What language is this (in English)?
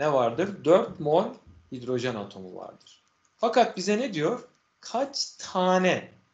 Turkish